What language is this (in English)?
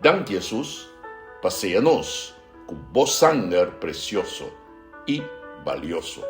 Papiamento